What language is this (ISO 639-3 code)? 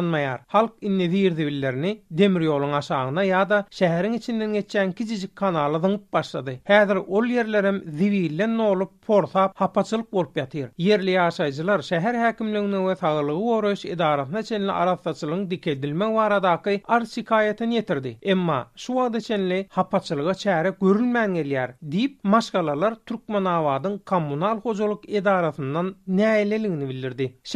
tuk